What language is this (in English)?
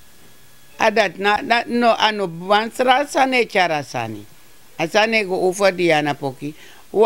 Sranan Tongo